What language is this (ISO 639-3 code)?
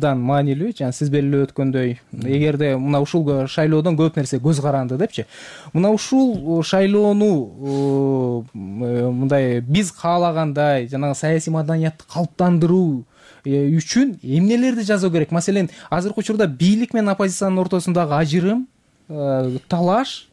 kir